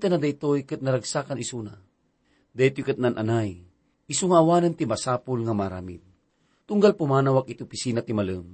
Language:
Iloko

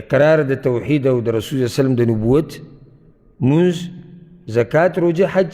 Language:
Pashto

